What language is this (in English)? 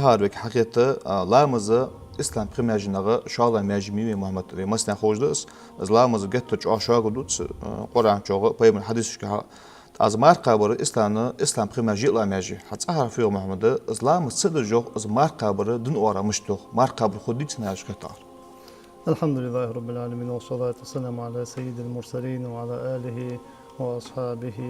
Ingush